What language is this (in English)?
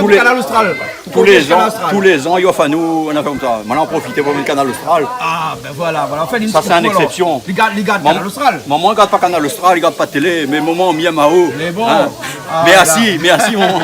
Réunion Creole French